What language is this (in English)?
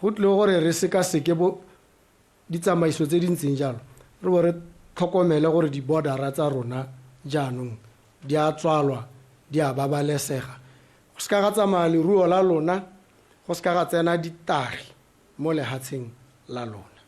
Tswana